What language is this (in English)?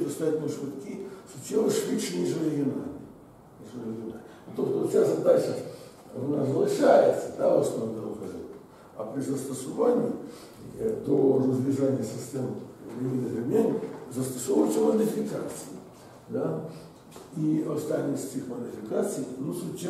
Ukrainian